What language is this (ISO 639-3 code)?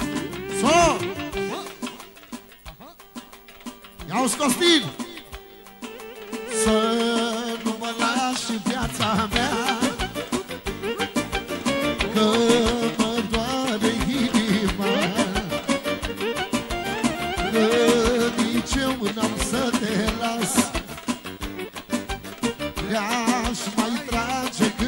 ron